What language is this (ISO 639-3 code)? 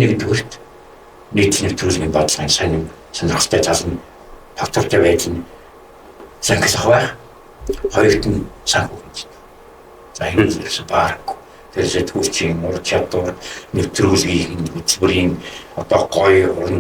mon